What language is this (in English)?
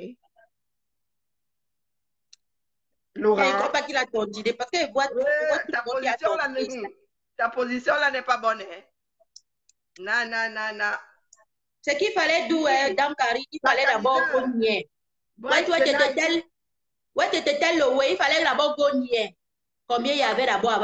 French